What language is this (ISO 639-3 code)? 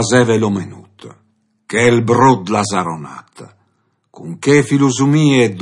fur